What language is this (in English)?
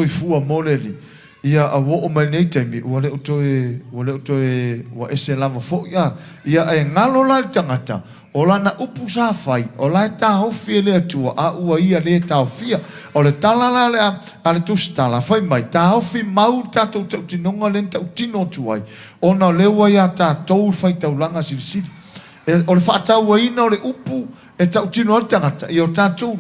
Samoan